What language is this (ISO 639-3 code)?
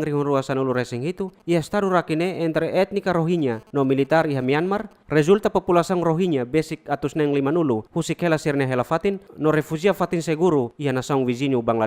tet